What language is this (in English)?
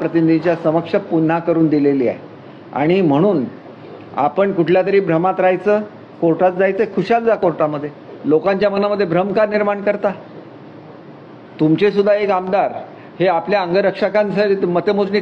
Marathi